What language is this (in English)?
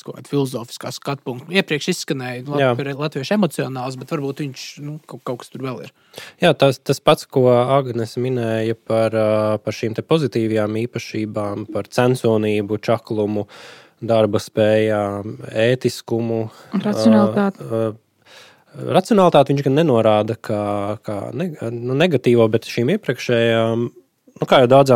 Latvian